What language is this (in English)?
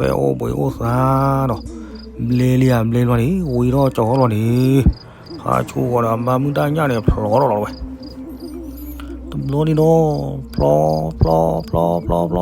S'gaw Karen